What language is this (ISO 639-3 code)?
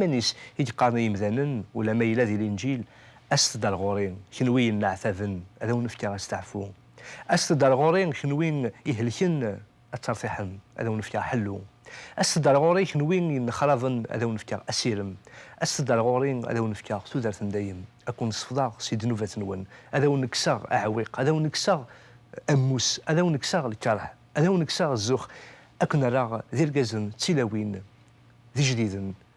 kab